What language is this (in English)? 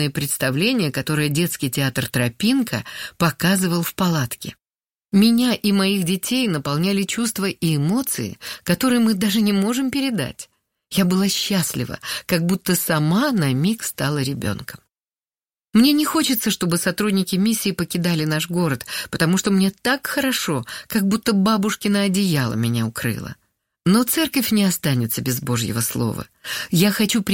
Russian